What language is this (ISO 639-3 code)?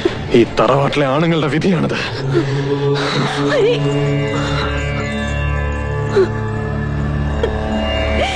mal